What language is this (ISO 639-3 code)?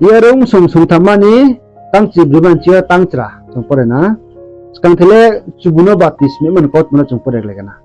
ria